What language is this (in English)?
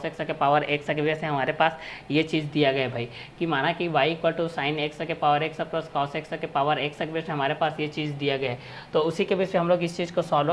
Hindi